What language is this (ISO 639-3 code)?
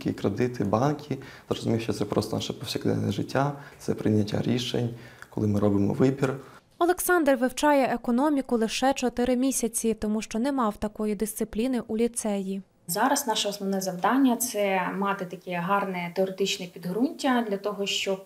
ukr